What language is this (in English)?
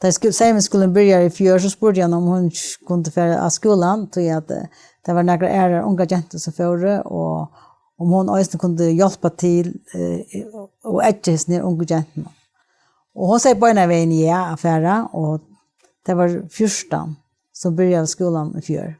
Faroese